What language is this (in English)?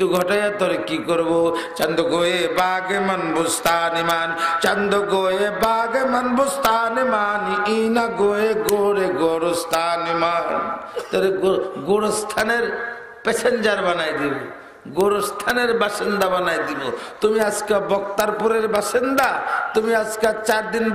Bangla